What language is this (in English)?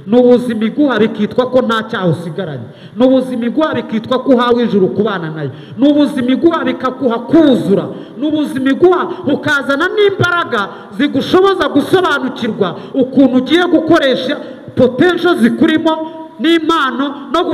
Kinyarwanda